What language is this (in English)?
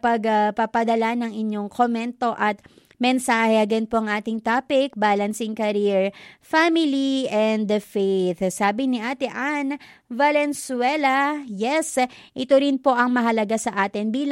Filipino